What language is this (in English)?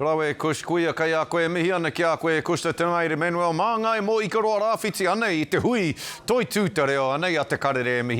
Māori